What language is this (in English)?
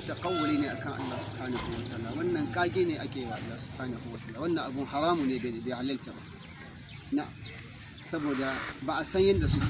Hausa